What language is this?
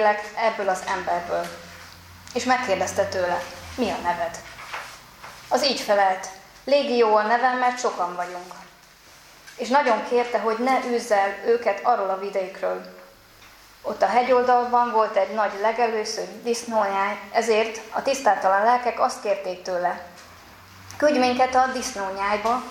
Hungarian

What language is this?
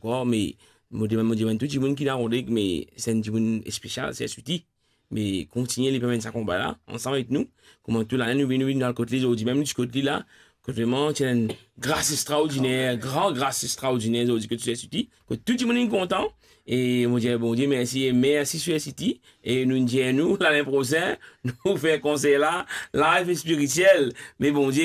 Morisyen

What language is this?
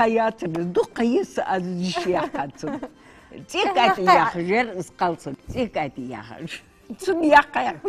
Ingush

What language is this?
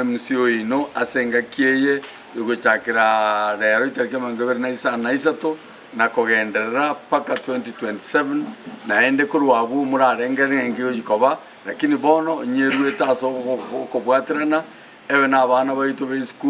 Gusii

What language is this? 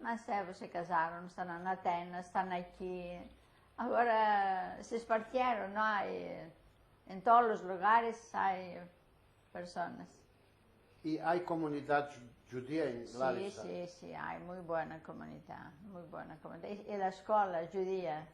Ladino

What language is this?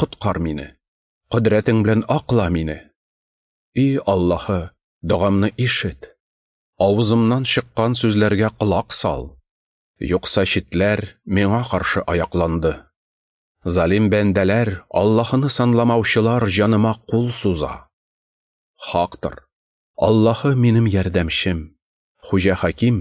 Tatar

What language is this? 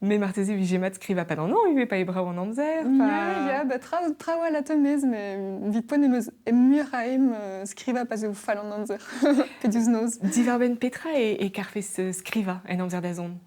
Breton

